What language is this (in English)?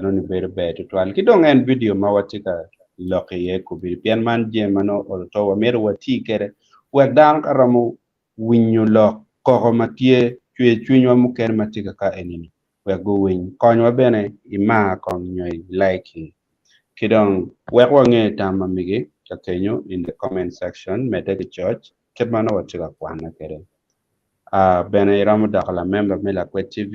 Acoli